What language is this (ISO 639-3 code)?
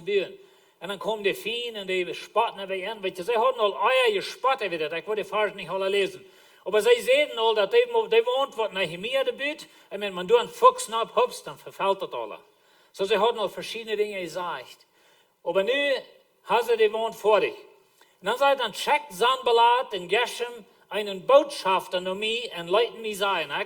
pdt